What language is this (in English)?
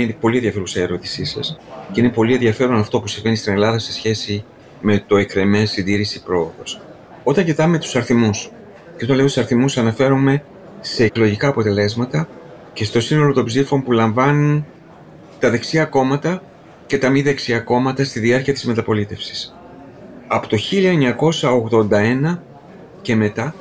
Greek